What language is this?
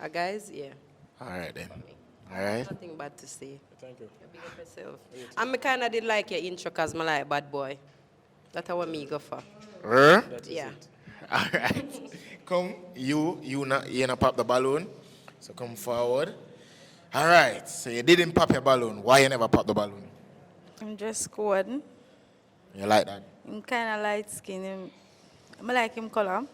Jamaican Creole English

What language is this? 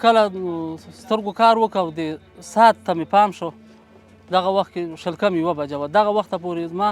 Pashto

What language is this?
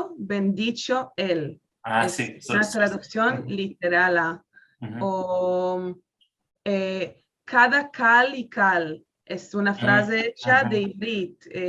Ladino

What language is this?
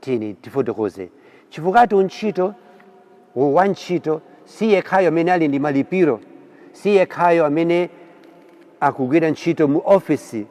Nyanja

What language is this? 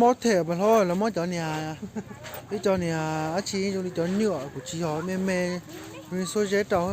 Hmong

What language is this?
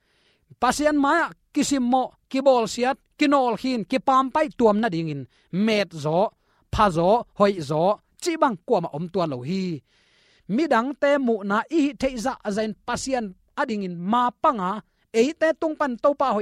Tedim Chin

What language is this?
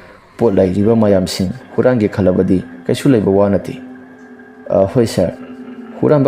Manipuri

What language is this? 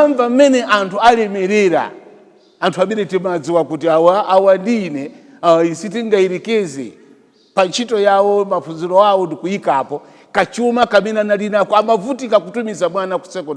Nyanja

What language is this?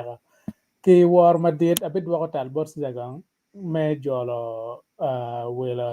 Acoli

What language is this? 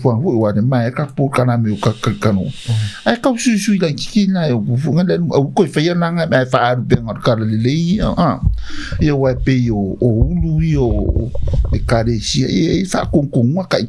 Samoan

